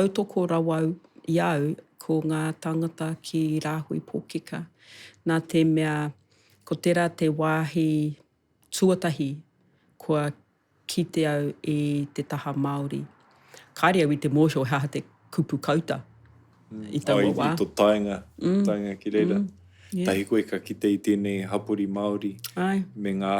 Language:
Māori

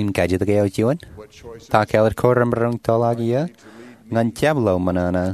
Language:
Marshallese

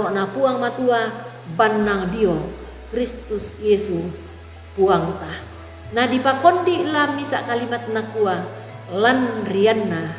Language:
Toraja-Sa'dan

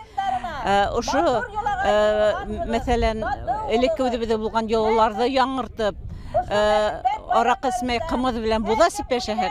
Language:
Bashkir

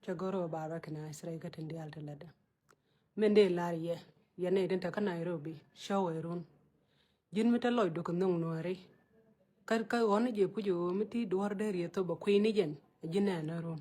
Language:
Nuer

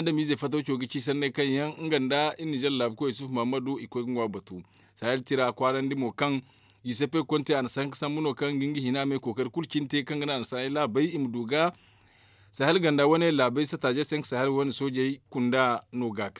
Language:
Zarma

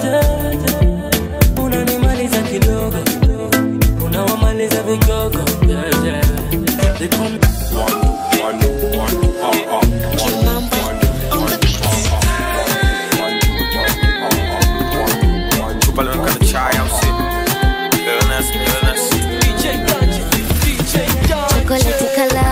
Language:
Swahili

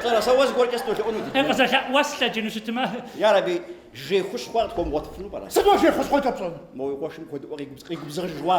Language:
Kabardian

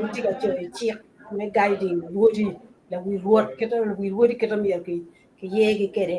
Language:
Acoli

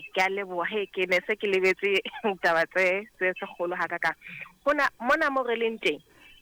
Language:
Southern Sotho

